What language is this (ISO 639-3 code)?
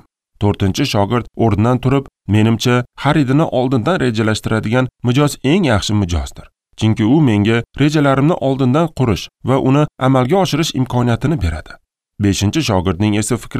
uzb